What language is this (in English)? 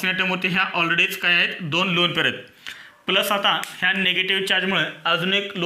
Marathi